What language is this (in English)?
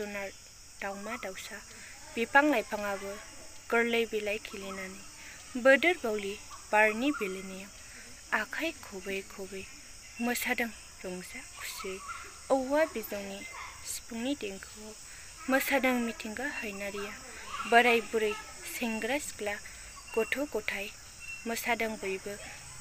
Bodo